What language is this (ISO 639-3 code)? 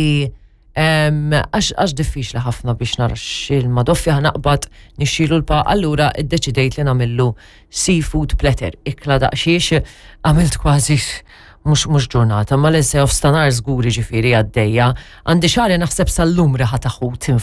mlt